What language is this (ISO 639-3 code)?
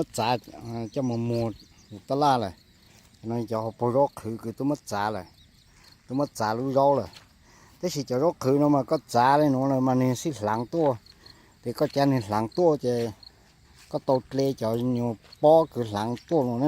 hmn